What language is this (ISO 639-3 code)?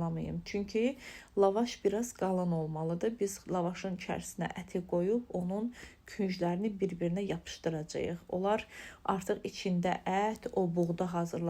aze